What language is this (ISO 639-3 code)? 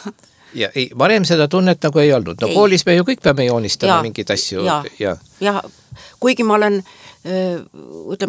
est